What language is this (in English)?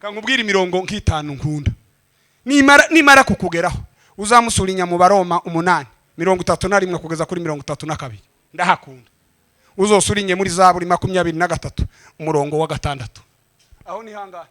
Kinyarwanda